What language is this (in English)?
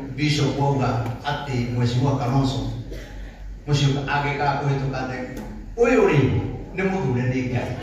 Kikuyu